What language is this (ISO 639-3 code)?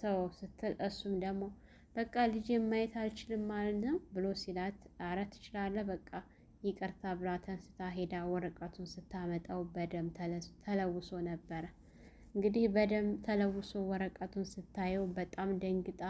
amh